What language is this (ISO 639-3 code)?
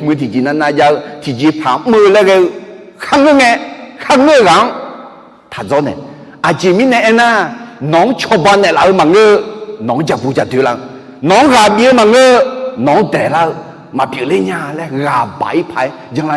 ahk